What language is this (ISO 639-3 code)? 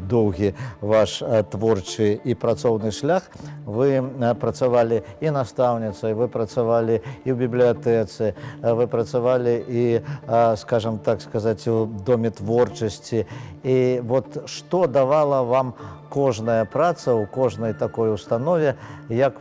bel